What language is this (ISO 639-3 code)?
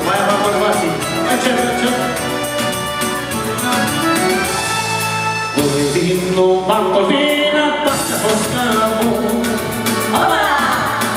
ron